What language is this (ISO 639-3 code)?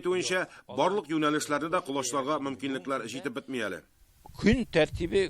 tat